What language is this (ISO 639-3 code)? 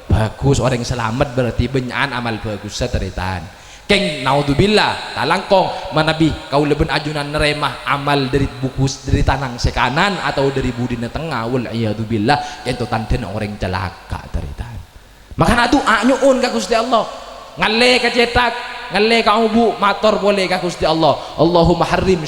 mad